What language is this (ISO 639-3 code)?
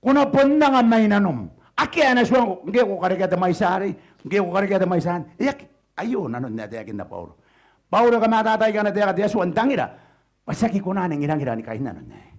gil